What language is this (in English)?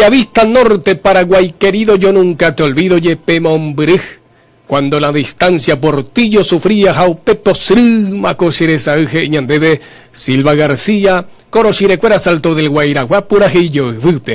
Guarani